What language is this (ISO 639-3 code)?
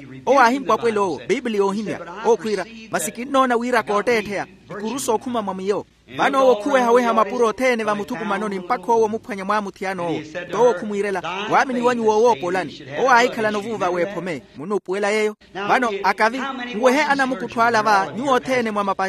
vmw